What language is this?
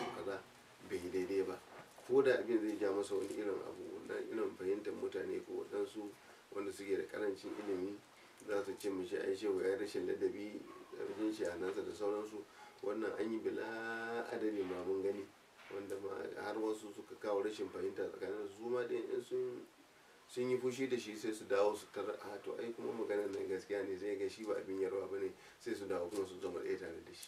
Hausa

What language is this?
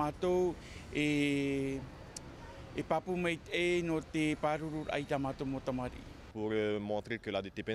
Tahitian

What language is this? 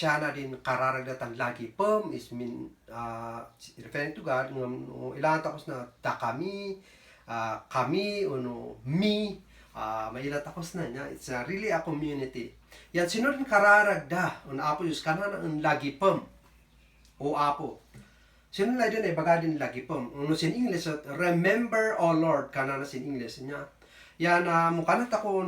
Kankanaey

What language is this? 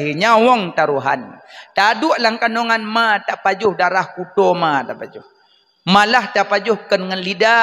Achinese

